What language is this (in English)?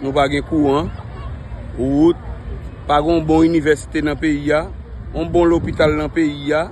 Haitian Creole